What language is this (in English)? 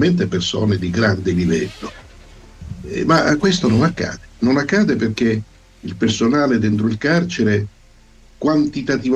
Italian